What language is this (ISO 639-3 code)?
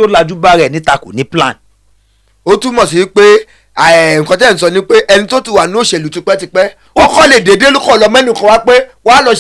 yor